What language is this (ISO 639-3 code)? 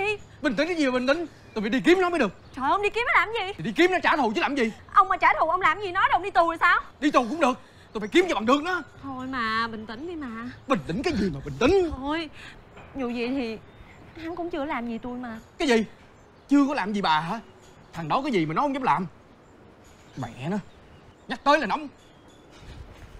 vie